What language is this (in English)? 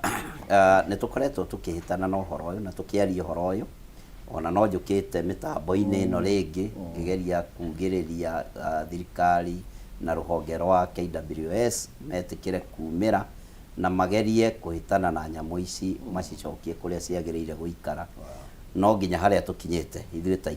Kikuyu